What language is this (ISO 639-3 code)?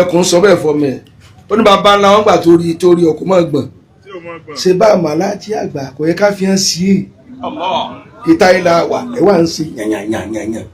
yor